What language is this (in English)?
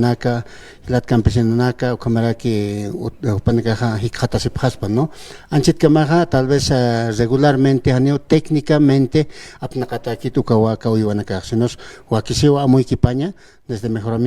Aymara